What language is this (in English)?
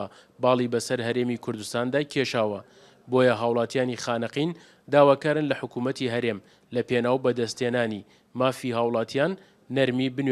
Central Kurdish